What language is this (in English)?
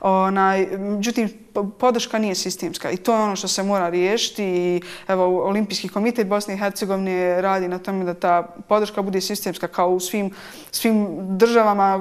Bosnian